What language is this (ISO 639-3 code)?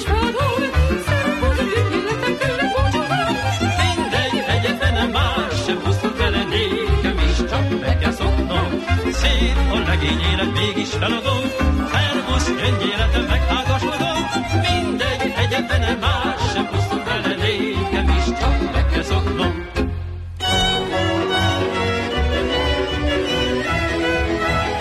hun